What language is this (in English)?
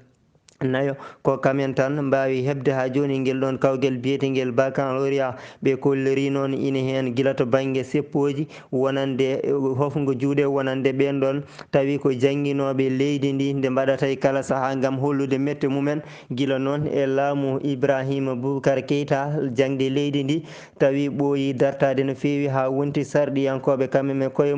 Fula